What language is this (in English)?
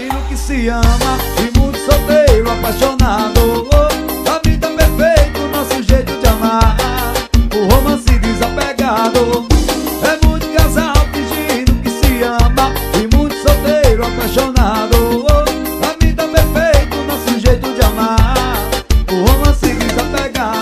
Portuguese